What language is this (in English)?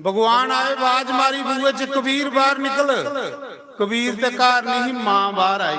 Dogri